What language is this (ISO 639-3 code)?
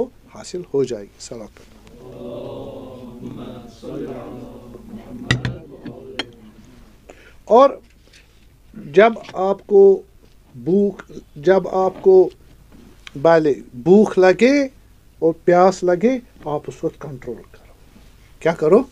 urd